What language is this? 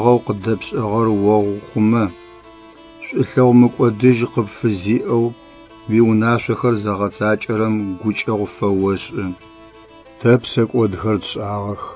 Adyghe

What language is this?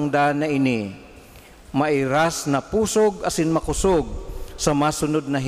Bikol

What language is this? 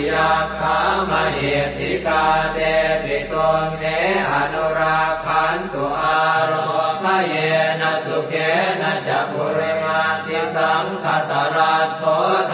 Pali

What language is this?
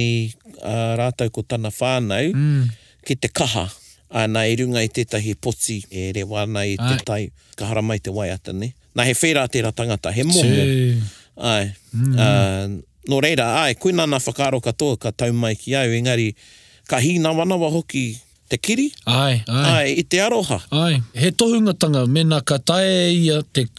Māori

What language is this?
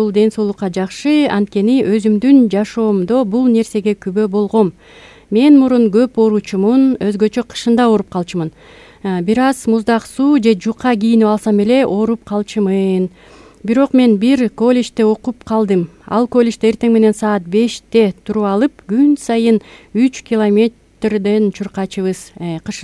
Kyrgyz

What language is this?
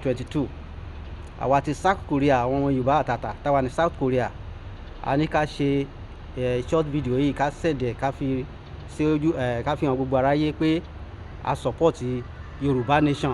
Yoruba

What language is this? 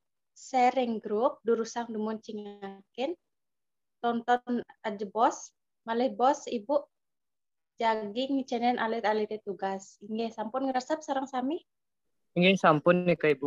Balinese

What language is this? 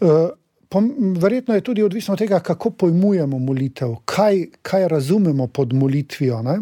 Slovenian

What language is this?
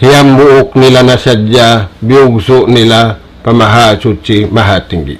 Tausug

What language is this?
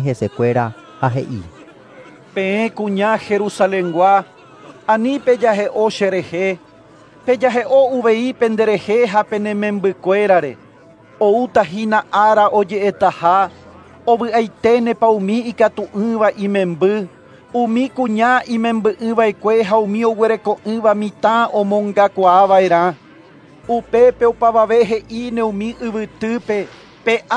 Guarani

